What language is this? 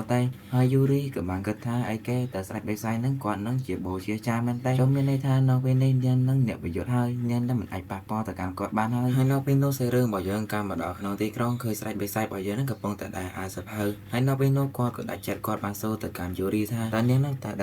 Khmer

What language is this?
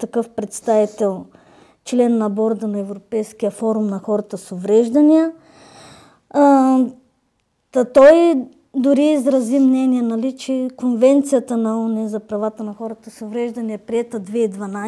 Bulgarian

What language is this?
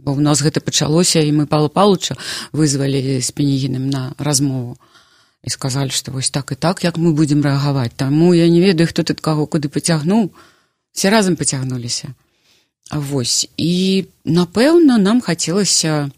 Belarusian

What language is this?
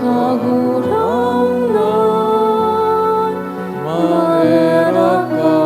Bikol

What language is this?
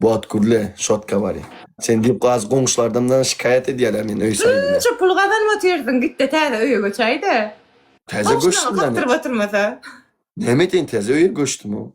Turkmen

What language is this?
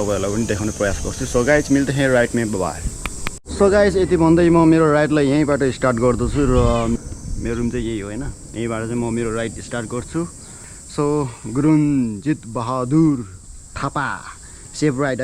Nepali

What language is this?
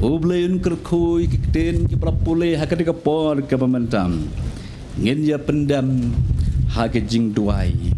Khasi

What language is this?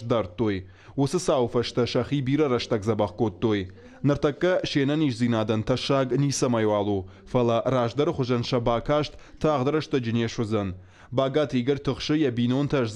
Ossetic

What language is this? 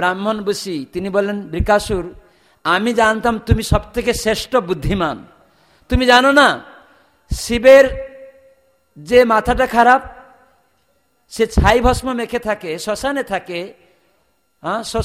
Bangla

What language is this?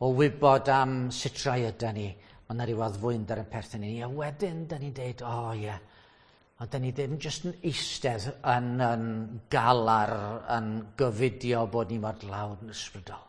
Welsh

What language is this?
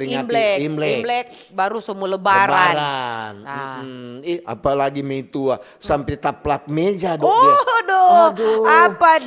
Manado Malay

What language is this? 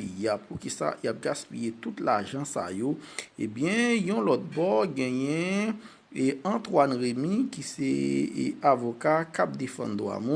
Haitian Creole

